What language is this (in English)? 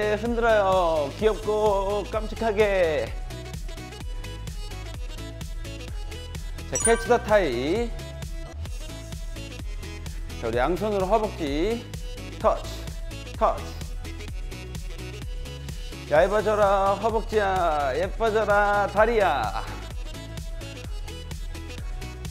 Korean